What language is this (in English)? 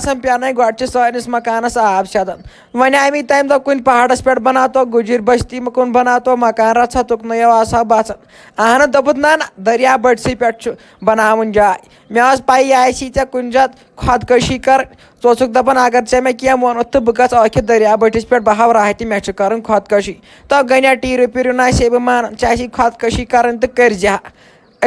Kashmiri